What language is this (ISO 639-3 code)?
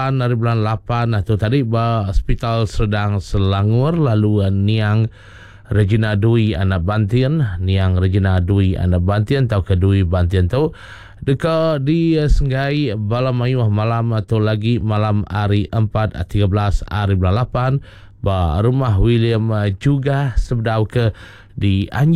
iba